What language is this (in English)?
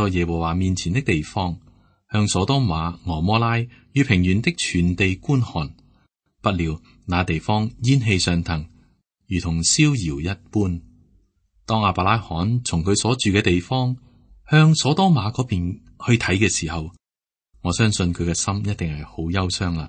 Cantonese